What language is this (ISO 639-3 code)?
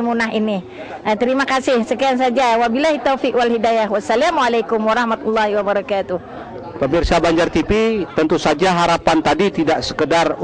bjn